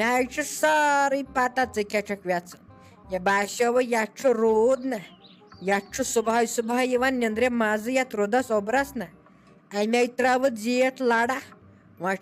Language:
Kashmiri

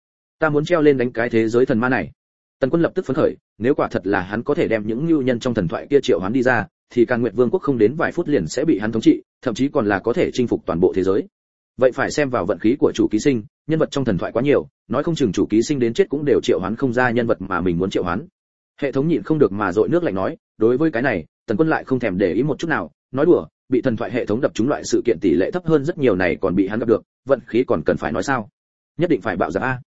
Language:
Vietnamese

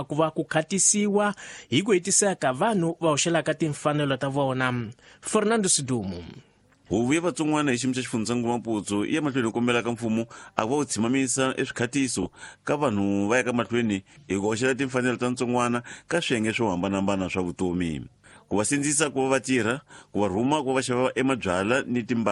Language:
Tsonga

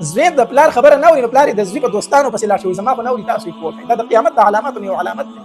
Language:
Pashto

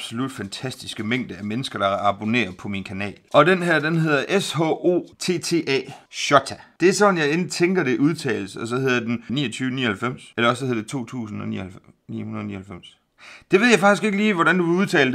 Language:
Danish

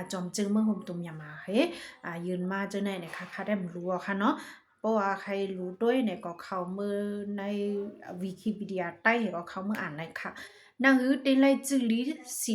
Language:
Shan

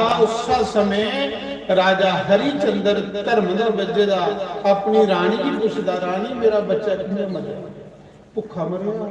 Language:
Dogri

